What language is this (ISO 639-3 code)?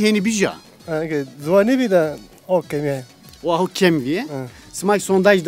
zza